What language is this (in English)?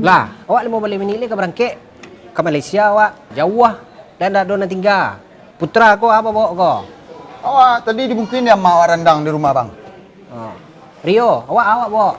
Minangkabau